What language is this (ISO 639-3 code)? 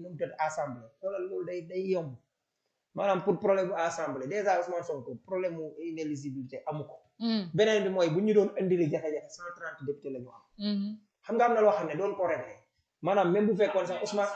wol